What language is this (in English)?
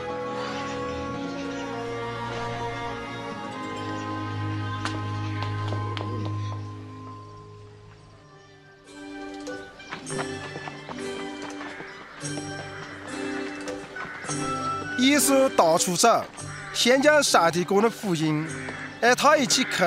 Chinese